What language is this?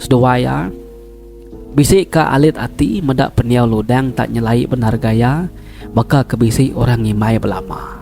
Iban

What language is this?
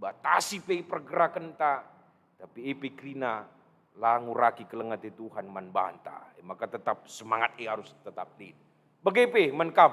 Batak Karo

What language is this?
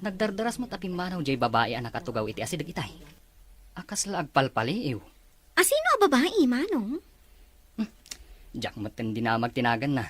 Iloko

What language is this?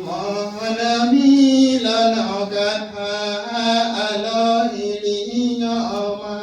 Santali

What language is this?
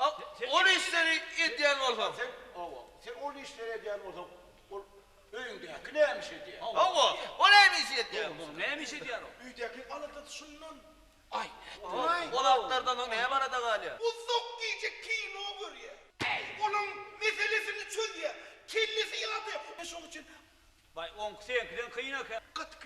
Turkmen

